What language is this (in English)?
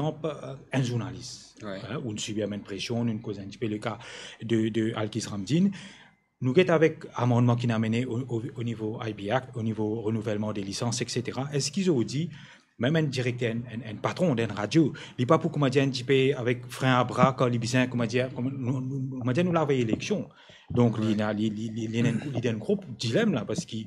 Morisyen